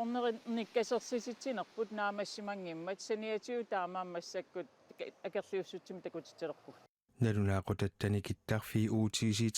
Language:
Kalaallisut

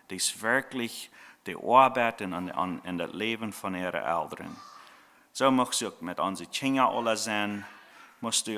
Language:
Plautdietsch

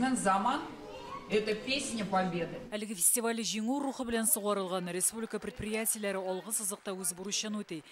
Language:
Tatar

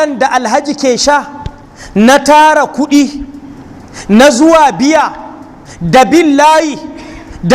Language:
Hausa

